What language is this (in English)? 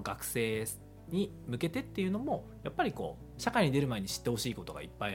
Japanese